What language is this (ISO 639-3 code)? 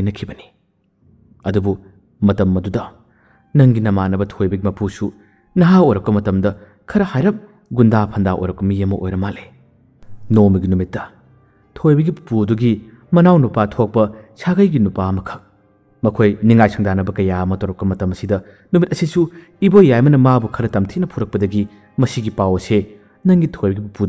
mni